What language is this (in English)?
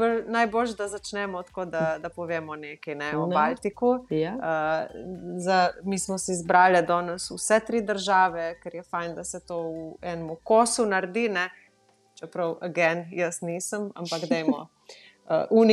Slovenian